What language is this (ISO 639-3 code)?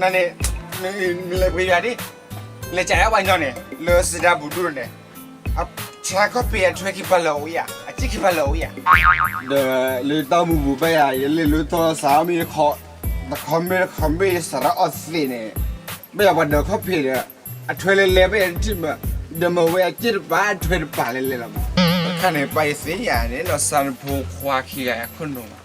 ksw